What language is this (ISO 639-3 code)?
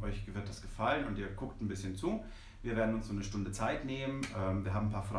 deu